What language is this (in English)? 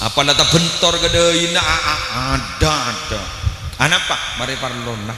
Madurese